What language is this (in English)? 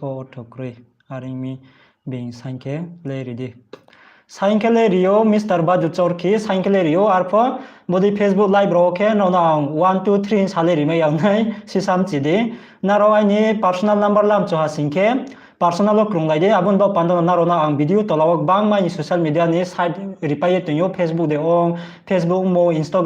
Riang (India)